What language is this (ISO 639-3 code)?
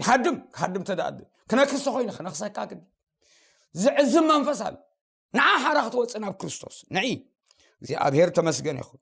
tir